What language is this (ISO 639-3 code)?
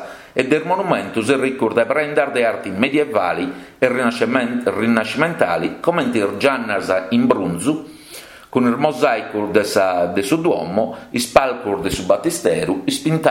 srd